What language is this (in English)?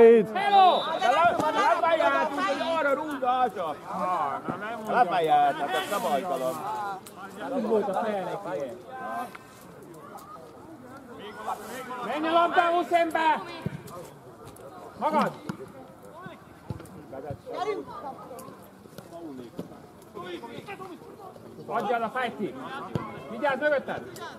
Hungarian